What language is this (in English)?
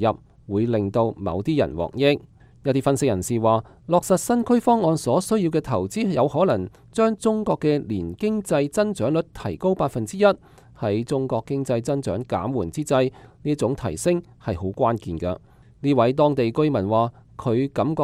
Cantonese